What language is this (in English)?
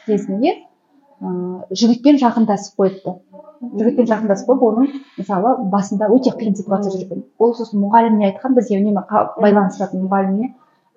Kazakh